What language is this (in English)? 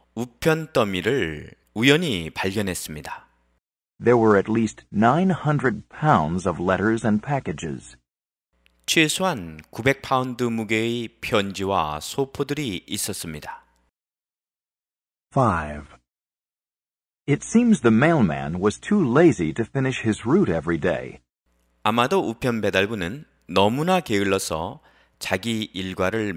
Korean